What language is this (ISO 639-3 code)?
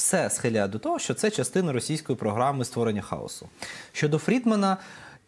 ukr